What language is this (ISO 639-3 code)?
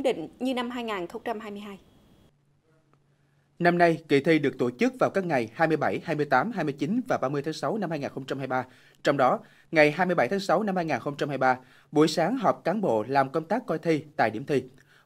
vie